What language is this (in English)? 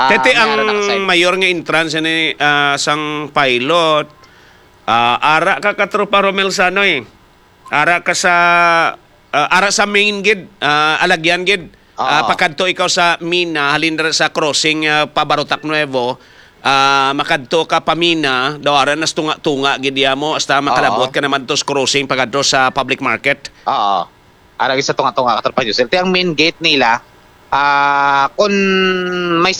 Hiligaynon